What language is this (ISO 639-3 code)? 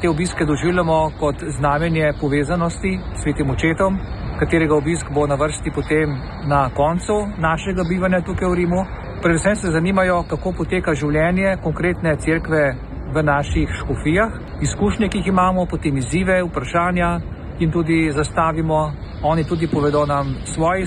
slv